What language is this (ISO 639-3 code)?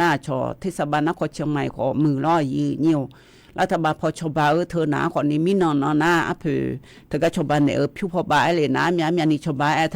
ahk